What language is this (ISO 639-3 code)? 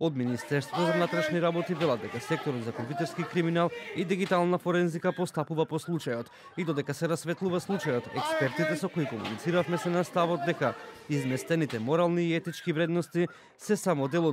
mkd